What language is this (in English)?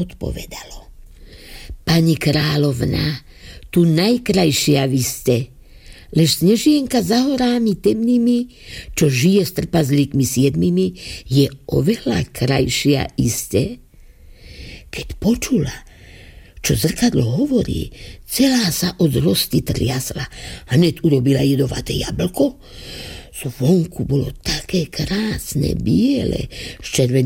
Slovak